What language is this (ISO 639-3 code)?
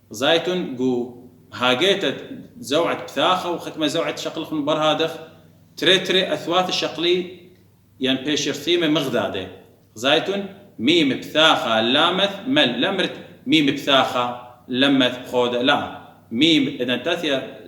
aii